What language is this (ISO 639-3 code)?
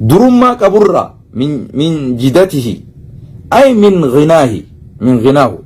orm